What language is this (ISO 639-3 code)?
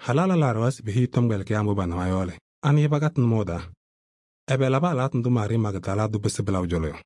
kbp